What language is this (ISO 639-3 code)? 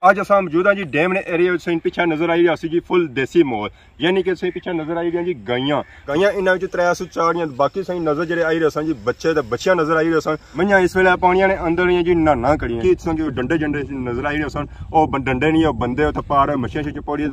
phr